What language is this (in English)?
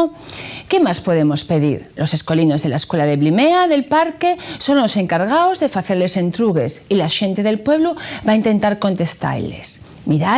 Asturian